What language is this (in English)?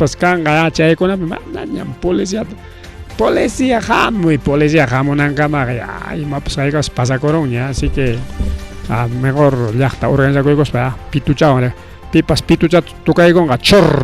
Ayacucho Quechua